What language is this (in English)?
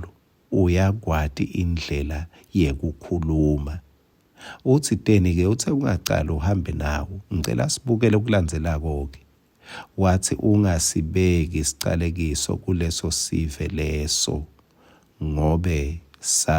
Swati